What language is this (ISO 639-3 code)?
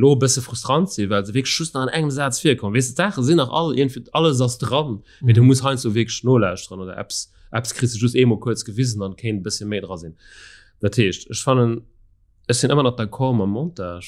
ltz